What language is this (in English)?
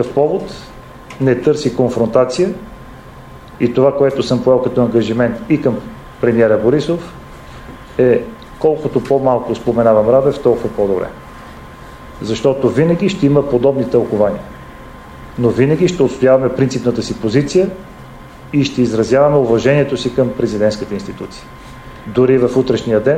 Bulgarian